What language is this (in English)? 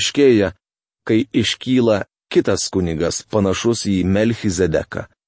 Lithuanian